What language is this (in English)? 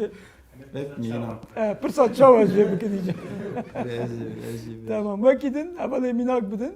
Kurdish